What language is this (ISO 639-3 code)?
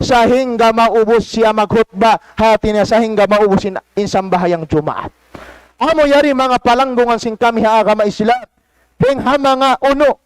tsg